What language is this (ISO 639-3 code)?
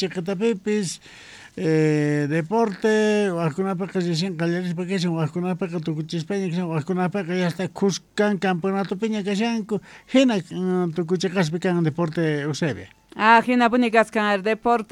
que